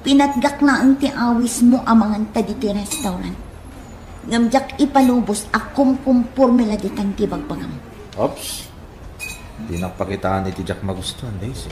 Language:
Iloko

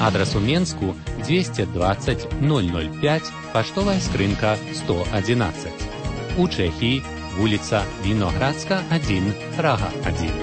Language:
Belarusian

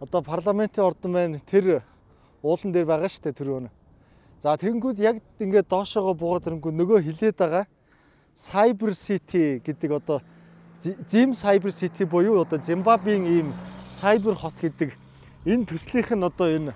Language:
Mongolian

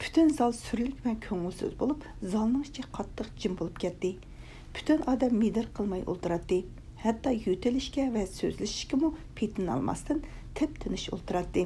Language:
Uyghur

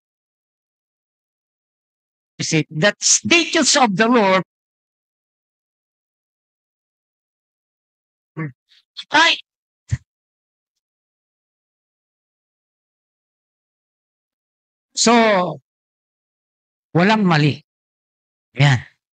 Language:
Filipino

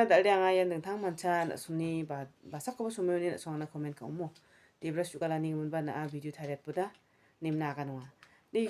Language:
Garo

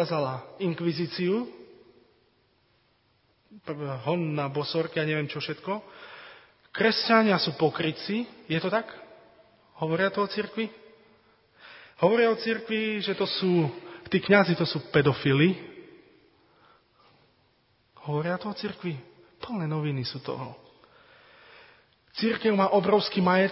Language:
Slovak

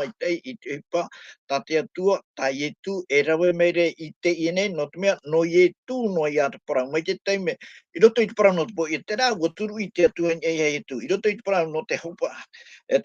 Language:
Tahitian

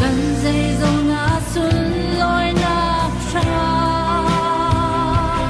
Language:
Falam Chin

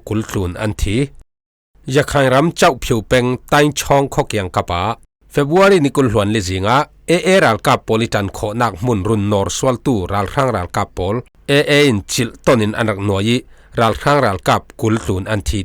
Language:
Falam Chin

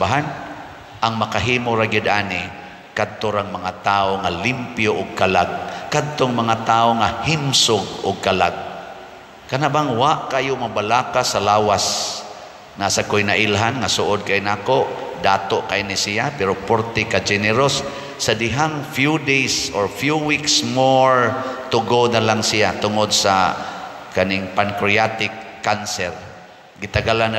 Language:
Cebuano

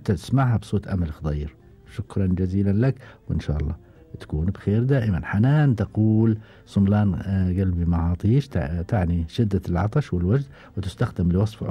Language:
Gulf Arabic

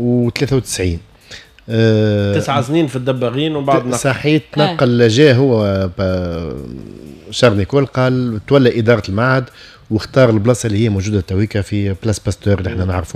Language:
Tunisian Arabic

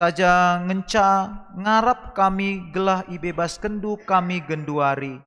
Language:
Batak Karo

